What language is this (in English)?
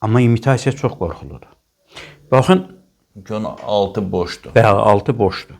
Azerbaijani